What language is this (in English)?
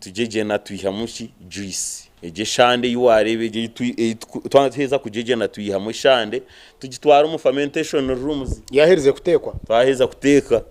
Nyankole